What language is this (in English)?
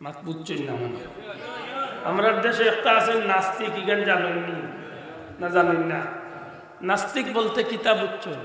Sylheti